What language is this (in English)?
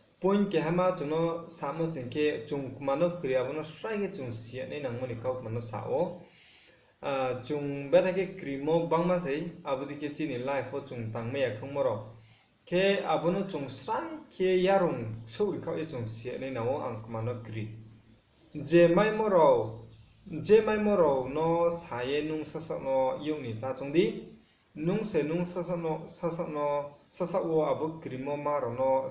Riang (India)